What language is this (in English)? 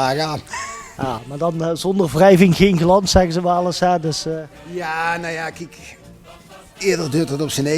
Limburgish